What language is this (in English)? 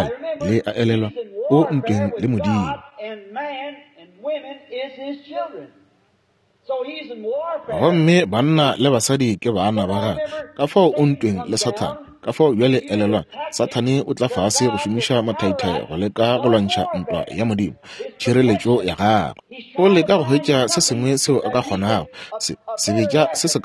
Northern Sotho